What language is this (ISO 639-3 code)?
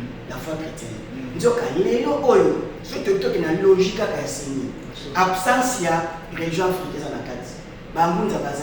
lin